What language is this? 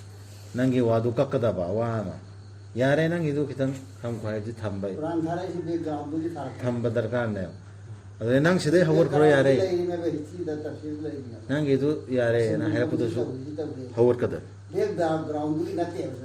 Manipuri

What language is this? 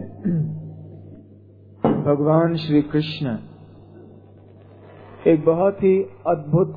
Hindi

